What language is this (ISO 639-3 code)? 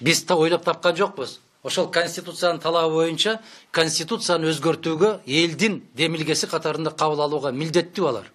kir